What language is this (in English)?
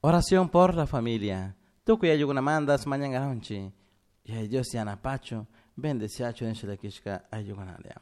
Chimborazo Highland Quichua